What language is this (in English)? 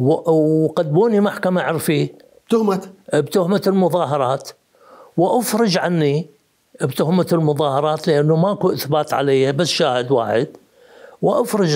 Mesopotamian Arabic